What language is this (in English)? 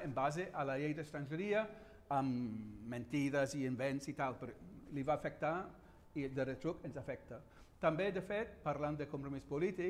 Catalan